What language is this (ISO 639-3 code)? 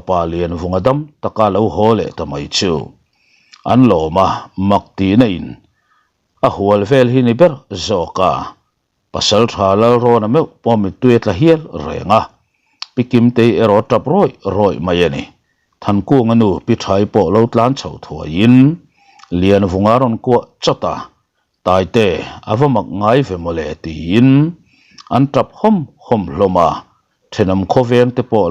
lus